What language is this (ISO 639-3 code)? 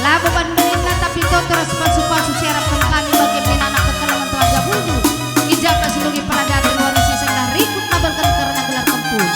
btx